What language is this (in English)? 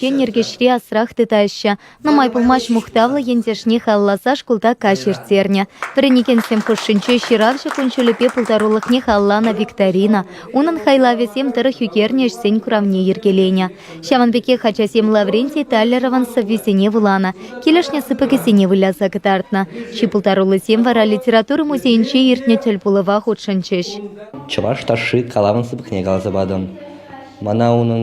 Chuvash